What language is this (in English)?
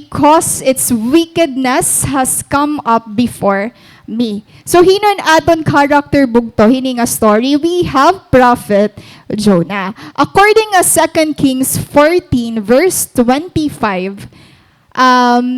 Waray